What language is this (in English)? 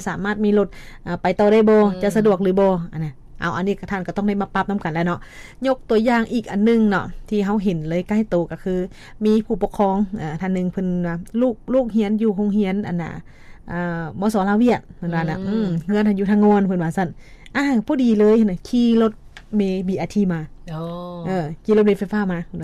Lao